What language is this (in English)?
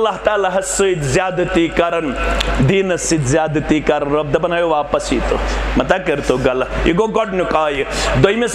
Kashmiri